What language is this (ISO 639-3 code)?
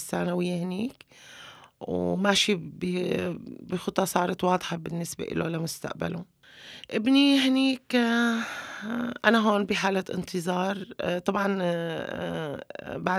apc